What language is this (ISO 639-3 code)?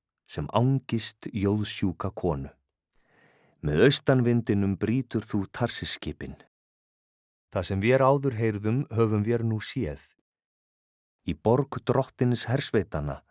isl